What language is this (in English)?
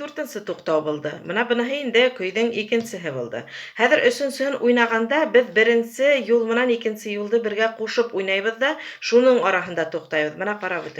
Bashkir